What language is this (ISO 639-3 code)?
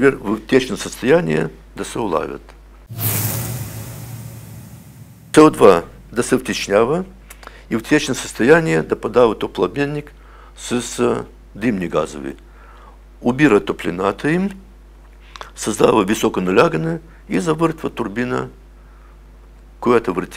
bul